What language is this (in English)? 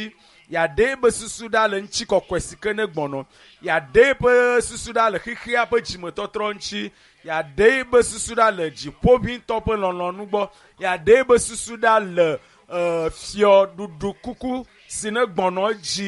Ewe